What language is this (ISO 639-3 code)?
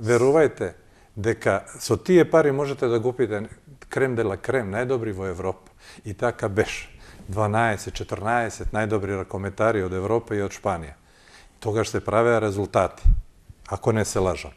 mkd